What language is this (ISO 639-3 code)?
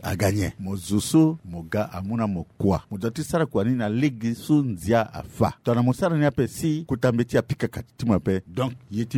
sag